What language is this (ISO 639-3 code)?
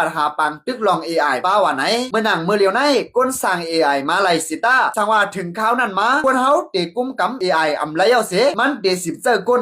shn